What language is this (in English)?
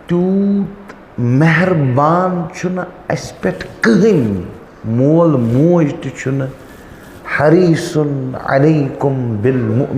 Kashmiri